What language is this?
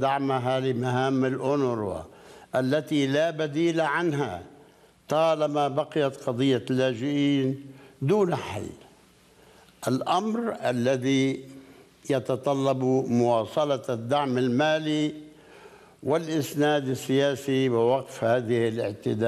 Arabic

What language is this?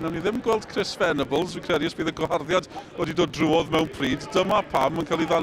Welsh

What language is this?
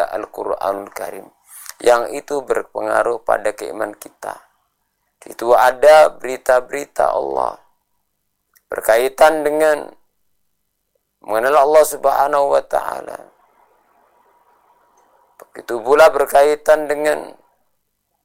Indonesian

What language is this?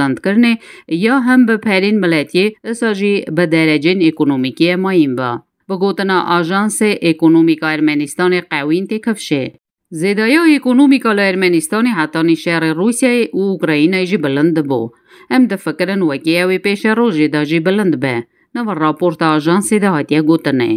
Kurdish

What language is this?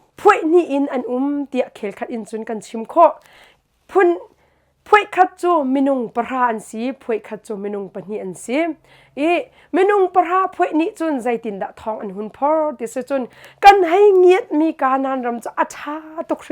Hakha Chin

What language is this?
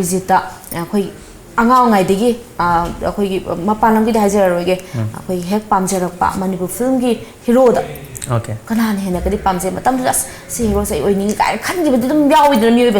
Manipuri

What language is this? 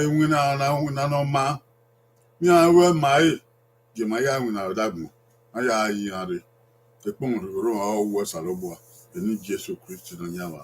Bini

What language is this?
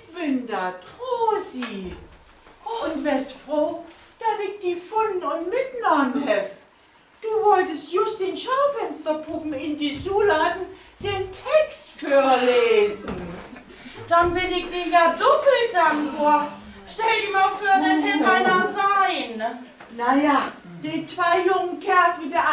Low German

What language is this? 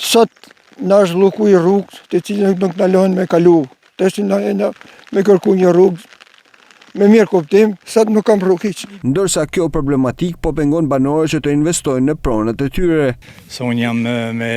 Albanian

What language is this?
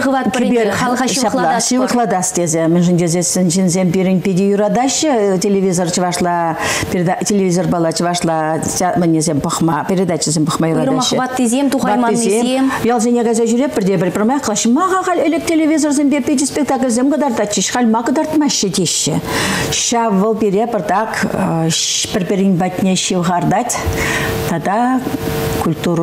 Chuvash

